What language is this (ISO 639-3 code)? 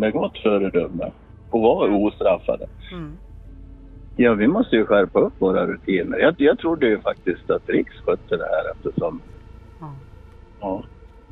swe